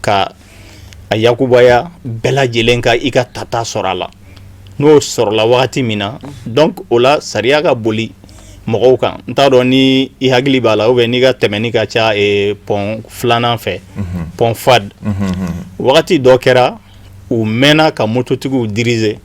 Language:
Bambara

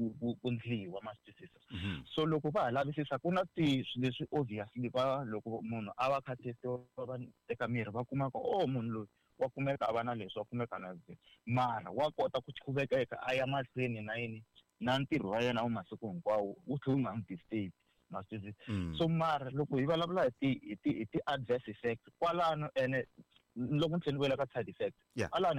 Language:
Tsonga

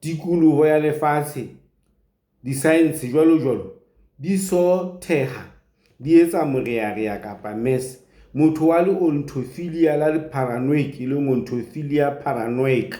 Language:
Southern Sotho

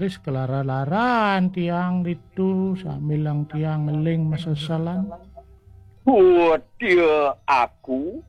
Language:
Balinese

